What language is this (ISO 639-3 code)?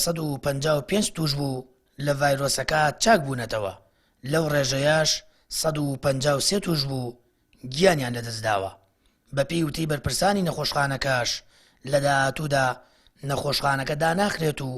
ckb